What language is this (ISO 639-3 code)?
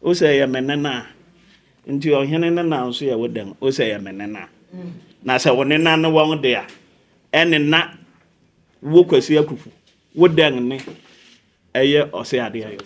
aka